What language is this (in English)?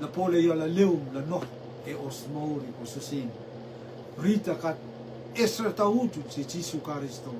Rotuman